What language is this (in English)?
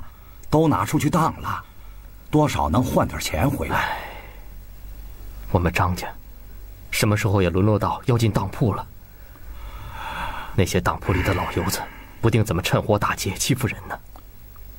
Chinese